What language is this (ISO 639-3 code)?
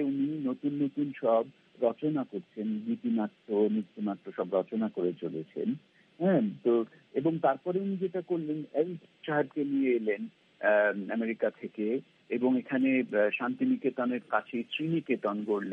ben